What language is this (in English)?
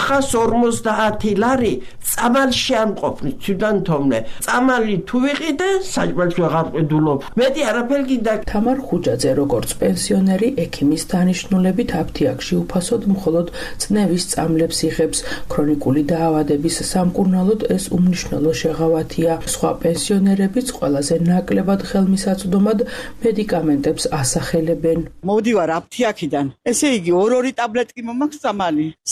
Georgian